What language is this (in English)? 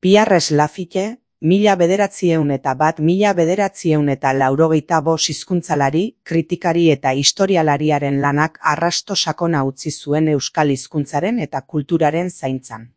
Basque